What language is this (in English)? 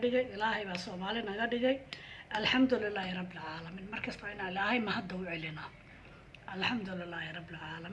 Somali